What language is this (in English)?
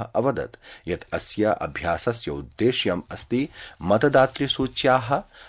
Sanskrit